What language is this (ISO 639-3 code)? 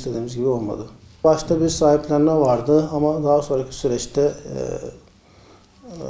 tur